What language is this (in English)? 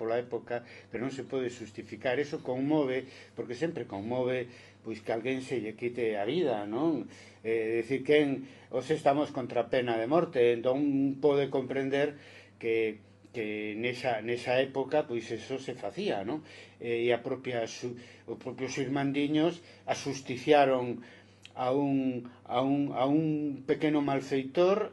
Galician